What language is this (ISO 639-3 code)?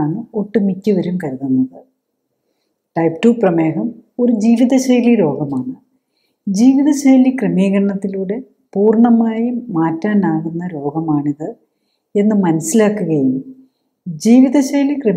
mal